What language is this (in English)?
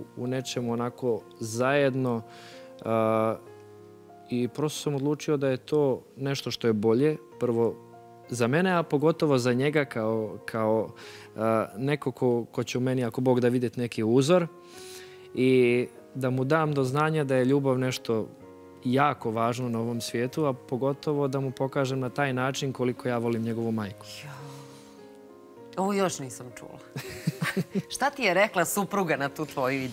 Bosnian